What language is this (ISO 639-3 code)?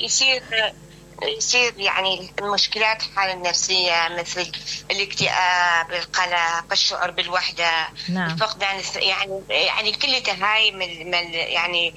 acm